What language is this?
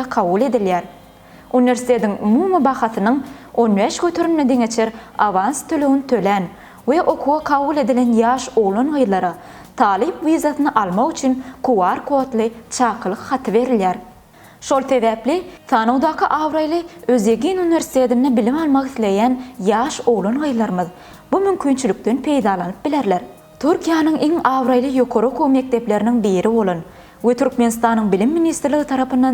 Turkmen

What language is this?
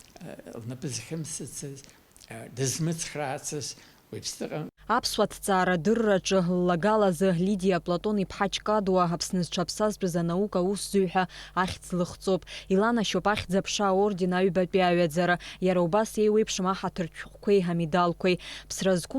Abkhazian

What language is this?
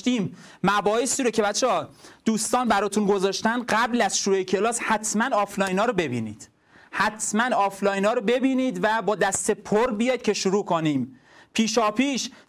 Persian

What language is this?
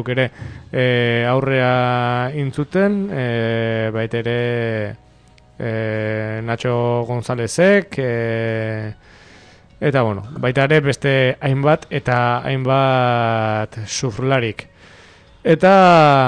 Basque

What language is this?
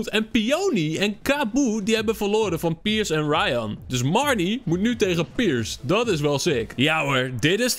Dutch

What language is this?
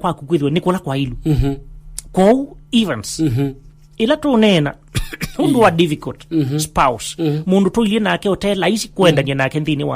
Kamba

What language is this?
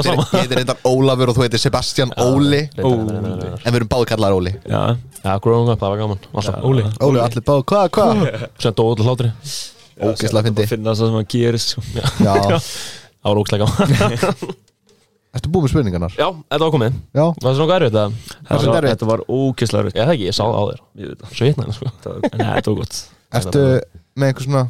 Icelandic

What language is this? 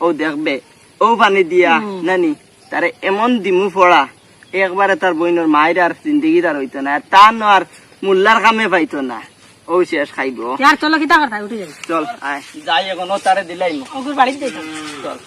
Sylheti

